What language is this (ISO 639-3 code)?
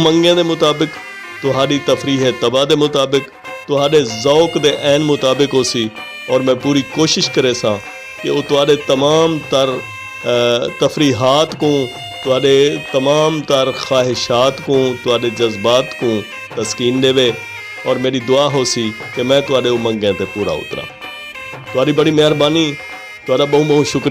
skr